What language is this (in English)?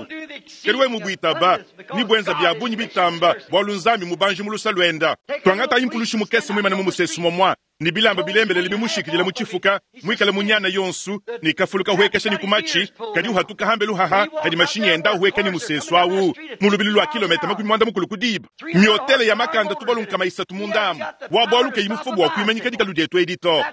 Luba-Lulua